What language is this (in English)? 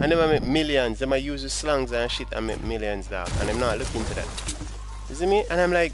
Jamaican Creole English